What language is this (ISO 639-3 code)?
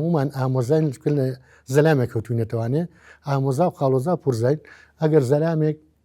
ckb